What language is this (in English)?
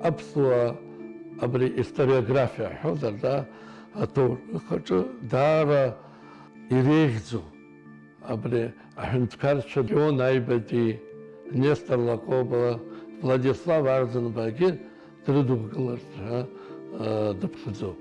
Abkhazian